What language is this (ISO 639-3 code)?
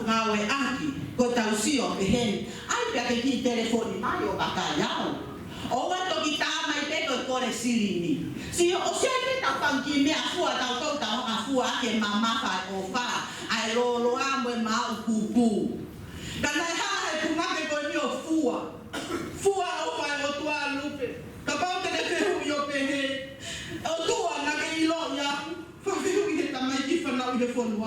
ton